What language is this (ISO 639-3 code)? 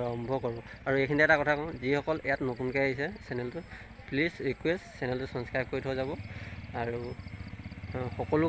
asm